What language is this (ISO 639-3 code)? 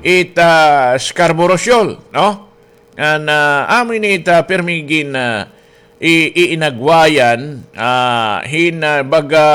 war